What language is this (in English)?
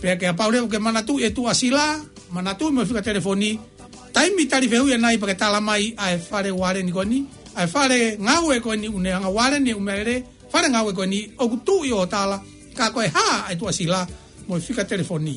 Tongan